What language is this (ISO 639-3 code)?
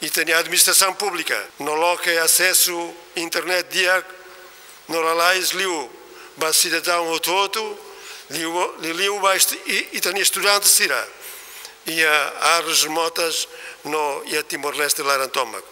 tet